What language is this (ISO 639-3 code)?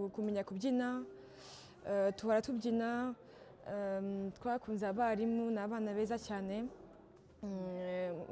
kin